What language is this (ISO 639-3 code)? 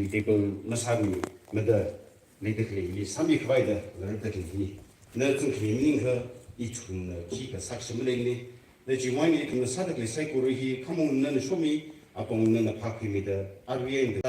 nmf